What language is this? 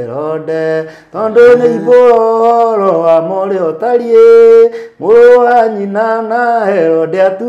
Kikuyu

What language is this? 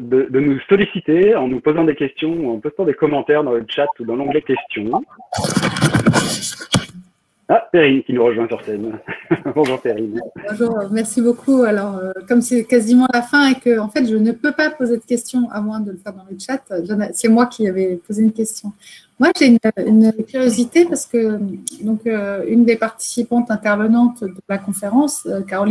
French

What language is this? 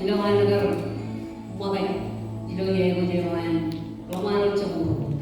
Marshallese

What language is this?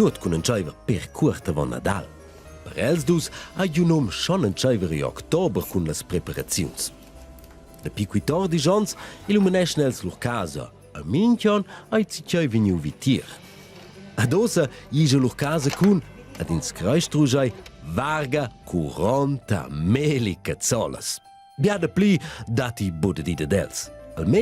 Romansh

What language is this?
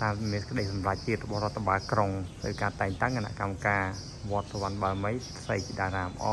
Khmer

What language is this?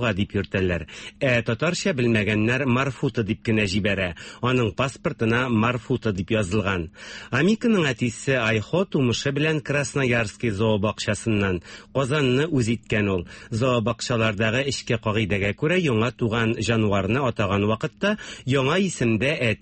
Tatar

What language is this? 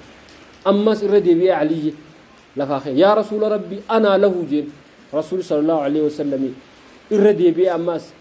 Oromo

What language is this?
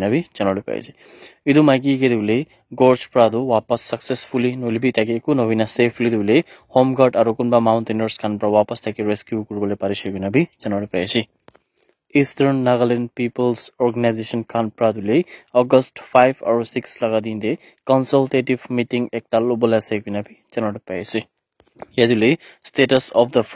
Naga Pidgin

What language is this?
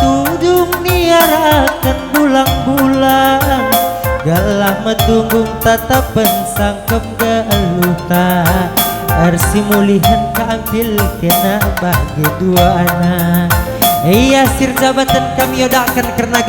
Batak Karo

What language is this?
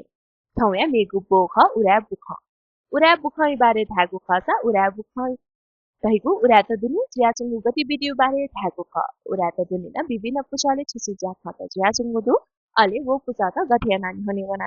Newari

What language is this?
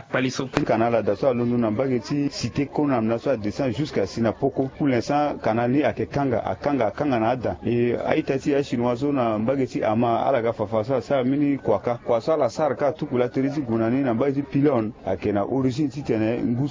Sango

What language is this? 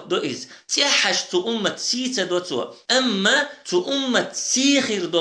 Chechen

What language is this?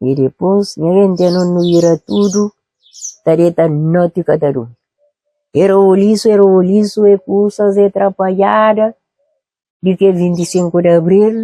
Kabuverdianu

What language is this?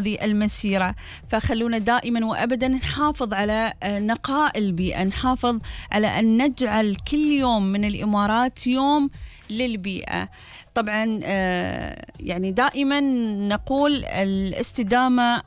Gulf Arabic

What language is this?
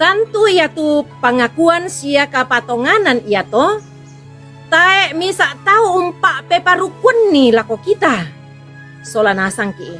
Toraja-Sa'dan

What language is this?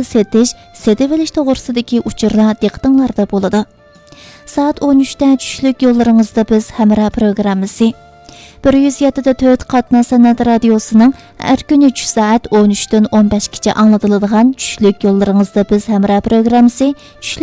Uyghur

